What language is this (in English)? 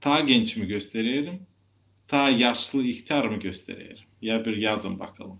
Gagauz